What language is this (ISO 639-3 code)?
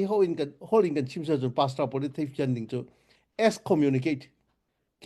cnh